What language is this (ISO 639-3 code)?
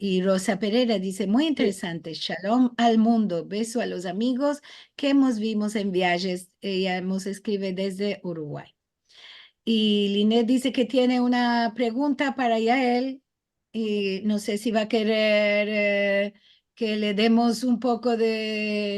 lad